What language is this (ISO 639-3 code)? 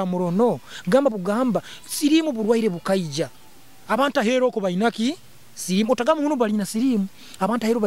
nyo